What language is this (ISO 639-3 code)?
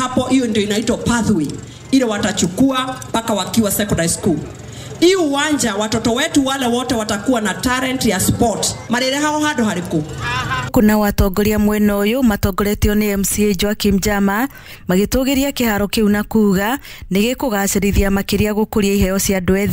kik